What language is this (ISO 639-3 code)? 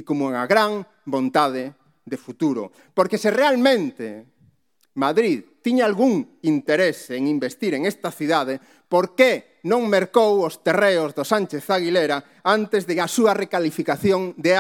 glg